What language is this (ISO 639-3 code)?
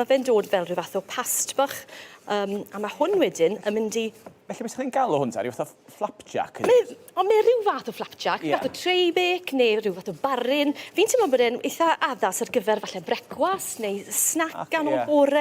cym